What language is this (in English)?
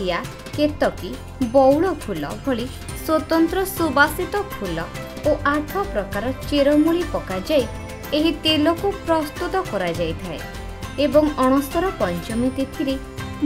Odia